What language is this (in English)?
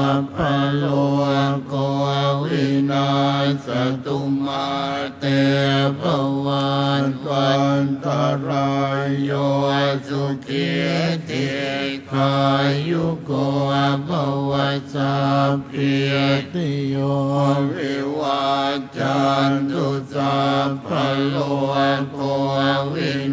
Pali